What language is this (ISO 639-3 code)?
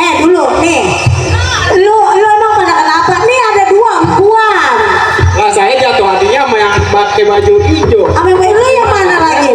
bew